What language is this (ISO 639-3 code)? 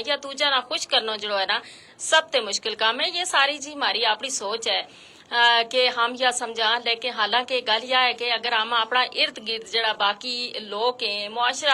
gju